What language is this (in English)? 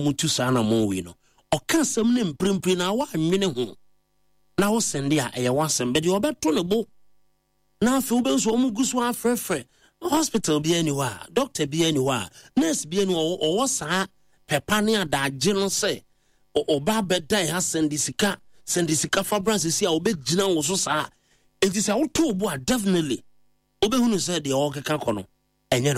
Akan